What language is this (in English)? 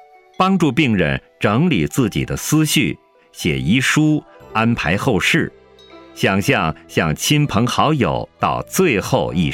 Chinese